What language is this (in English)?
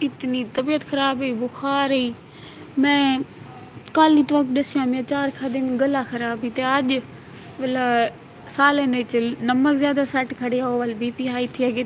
Saraiki